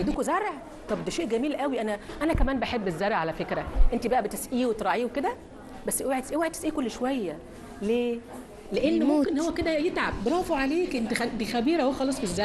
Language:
Egyptian Arabic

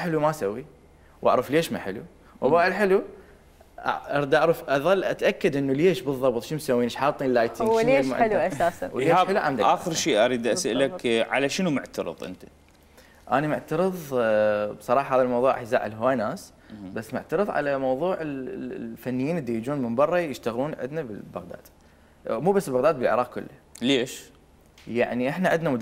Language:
Mesopotamian Arabic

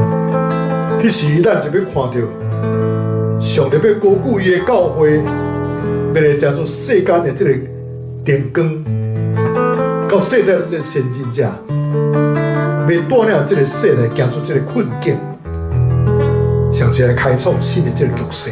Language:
Min Nan Chinese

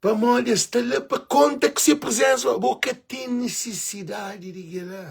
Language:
Kabuverdianu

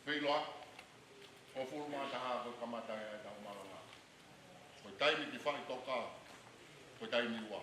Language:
Tongan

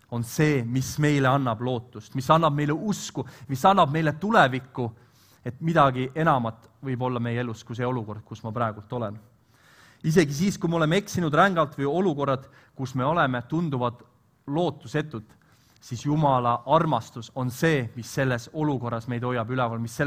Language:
Estonian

